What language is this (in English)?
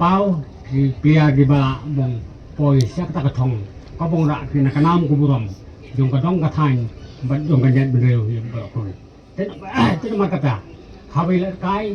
Khasi